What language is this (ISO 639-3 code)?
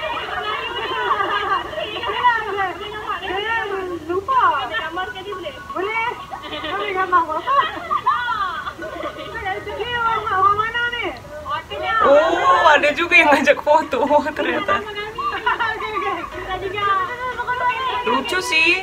ind